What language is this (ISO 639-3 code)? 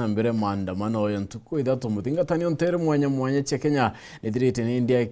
mer